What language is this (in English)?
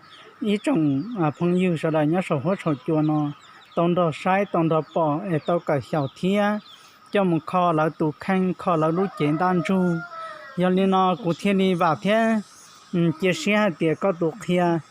Hmong